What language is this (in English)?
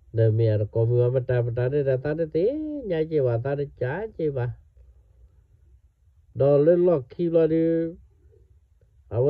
S'gaw Karen